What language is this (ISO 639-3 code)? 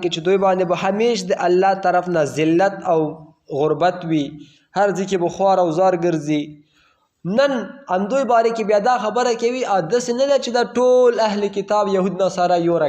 pus